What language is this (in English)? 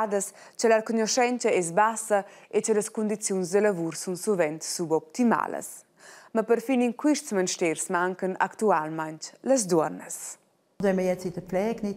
Romansh